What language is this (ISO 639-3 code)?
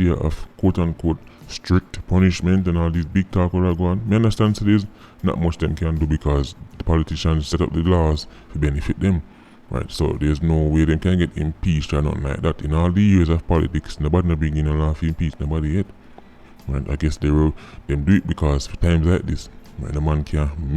jam